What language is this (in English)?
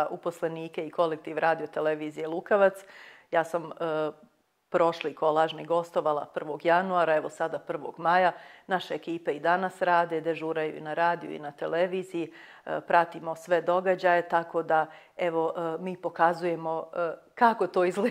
Bosnian